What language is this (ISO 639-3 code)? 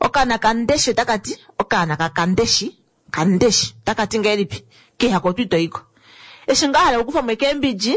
kua